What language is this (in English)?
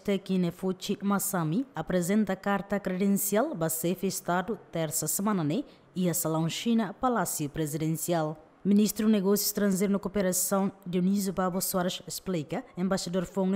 Tetum